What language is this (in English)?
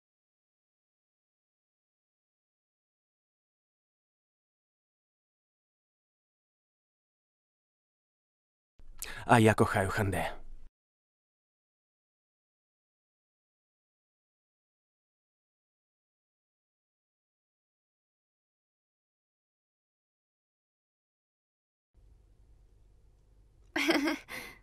Ukrainian